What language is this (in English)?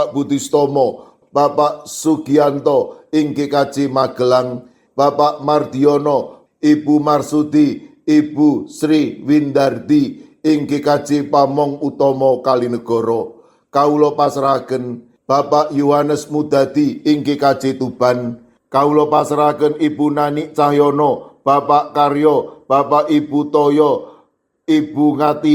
Javanese